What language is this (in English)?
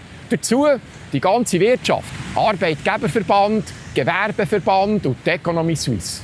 Swiss German